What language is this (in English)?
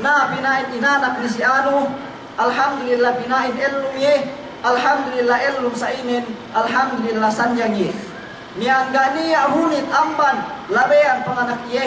Yakan